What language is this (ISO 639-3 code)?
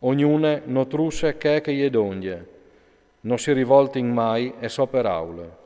fur